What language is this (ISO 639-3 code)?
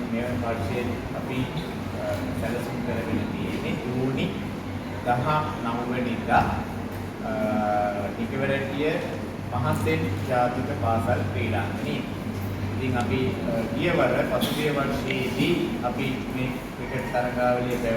sin